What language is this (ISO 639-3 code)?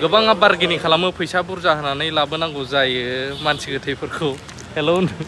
brx